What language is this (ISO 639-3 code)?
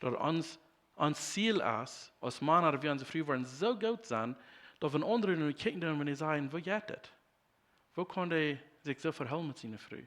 pdt